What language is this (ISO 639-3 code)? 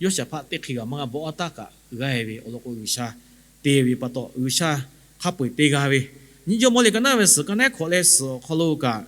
lhu